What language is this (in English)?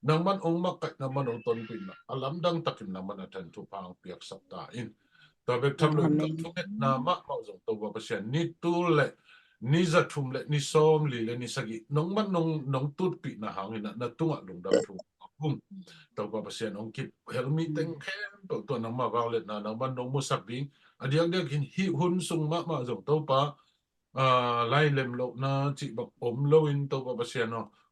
Tedim Chin